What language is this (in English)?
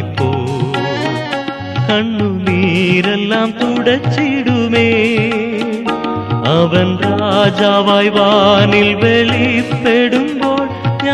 Malayalam